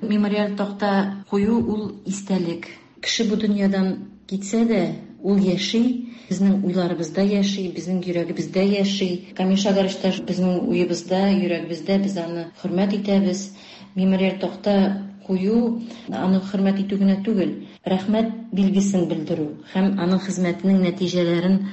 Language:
Tatar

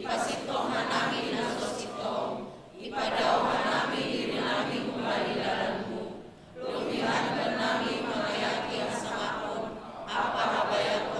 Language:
Batak Simalungun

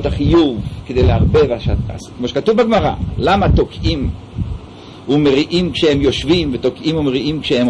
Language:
Hebrew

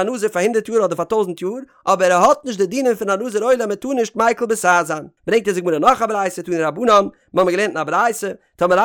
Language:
Yiddish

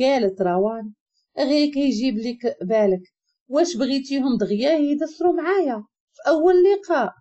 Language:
Moroccan Arabic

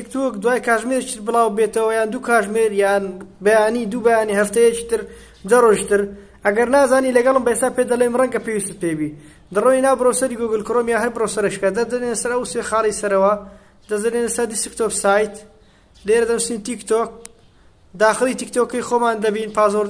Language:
Central Kurdish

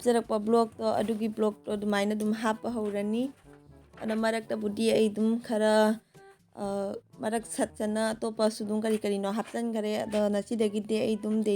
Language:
Manipuri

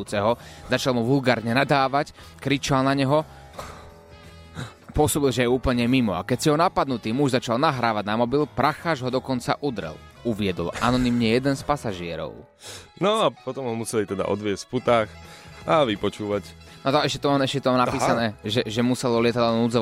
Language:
Slovak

